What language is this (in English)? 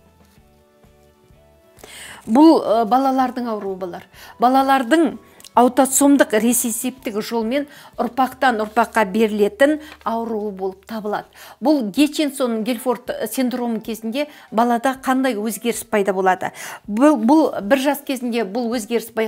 Kazakh